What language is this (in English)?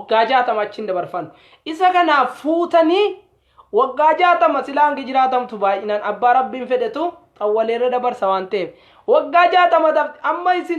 Oromo